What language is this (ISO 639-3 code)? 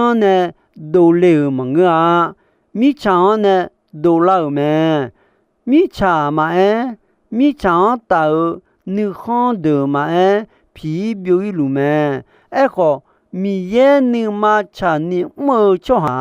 ahk